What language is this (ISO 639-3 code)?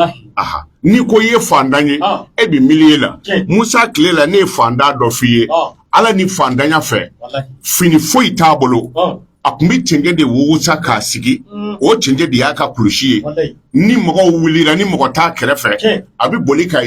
bam